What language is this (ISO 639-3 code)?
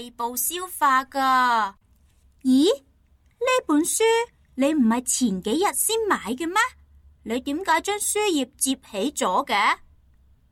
yue